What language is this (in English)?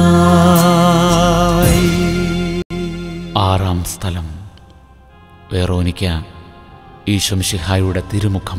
Malayalam